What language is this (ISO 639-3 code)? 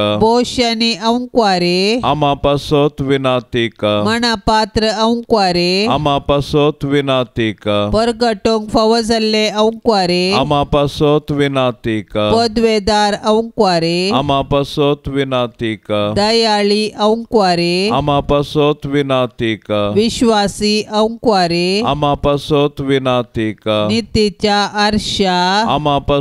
kok